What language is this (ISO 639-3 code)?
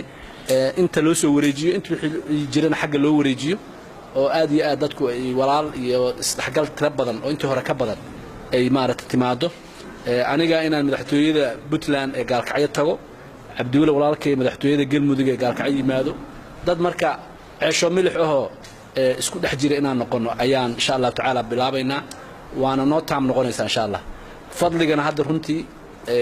som